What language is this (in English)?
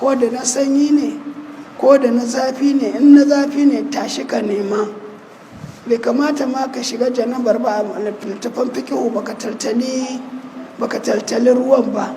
Hausa